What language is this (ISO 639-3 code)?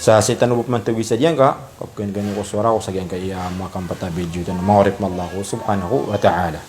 mrw